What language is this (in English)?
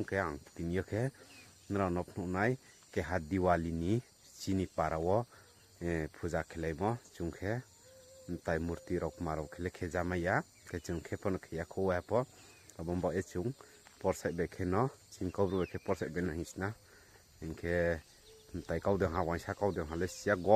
Riang (India)